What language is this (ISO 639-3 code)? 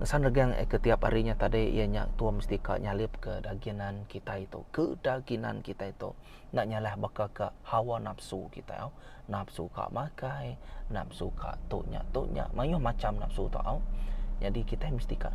iba